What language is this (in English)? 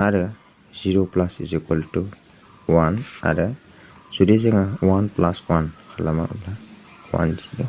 Bodo